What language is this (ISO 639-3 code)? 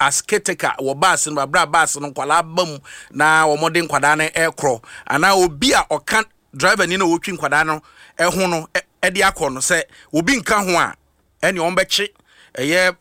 aka